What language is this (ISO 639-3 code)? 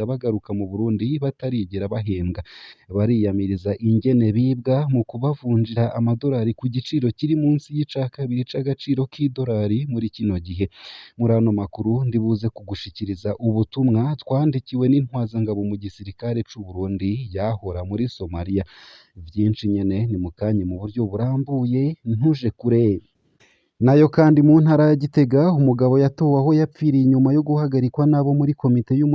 run